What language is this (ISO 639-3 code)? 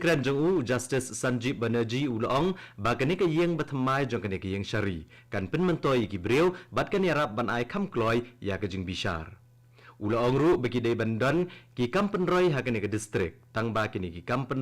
kha